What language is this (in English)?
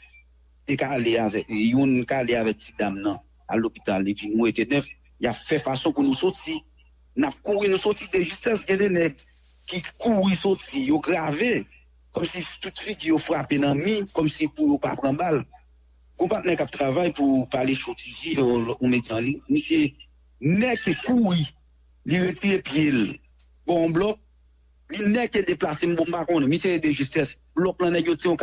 Haitian Creole